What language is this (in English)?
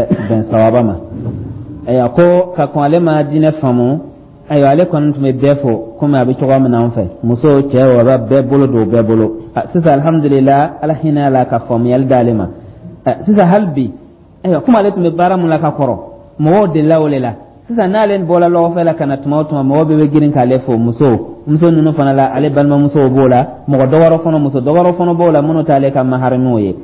Dyula